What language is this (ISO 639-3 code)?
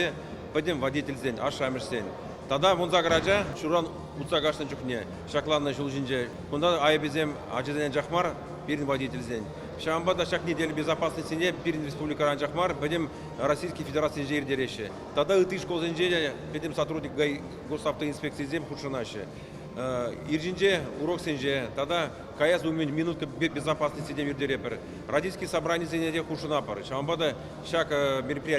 chv